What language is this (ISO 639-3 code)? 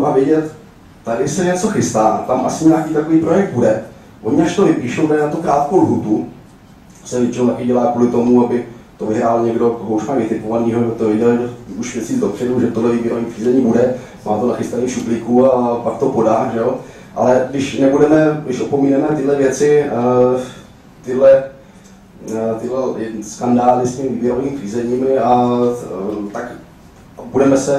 ces